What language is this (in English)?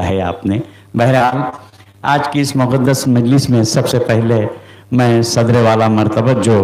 Urdu